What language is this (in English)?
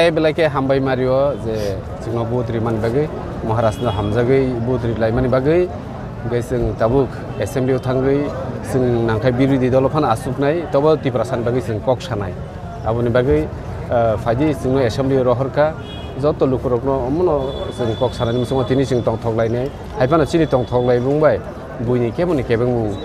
Kok Borok